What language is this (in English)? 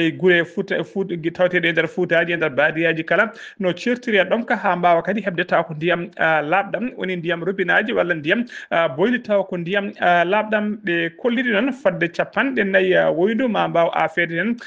Fula